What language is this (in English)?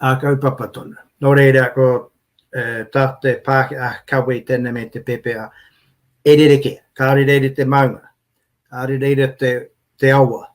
Māori